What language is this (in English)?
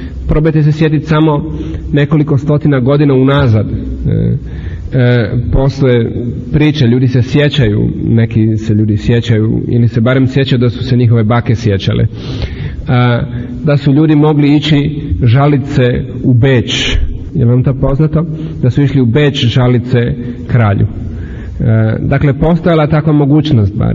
Croatian